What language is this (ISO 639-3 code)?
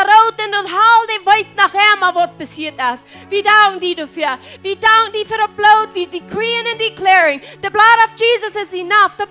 pdt